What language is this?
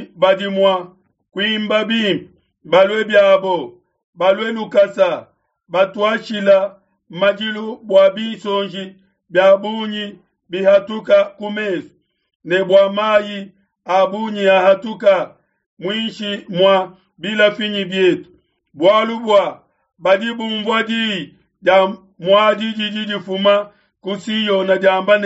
Luba-Lulua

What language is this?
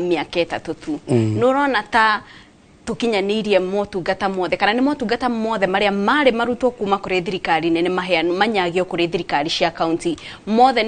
Kikuyu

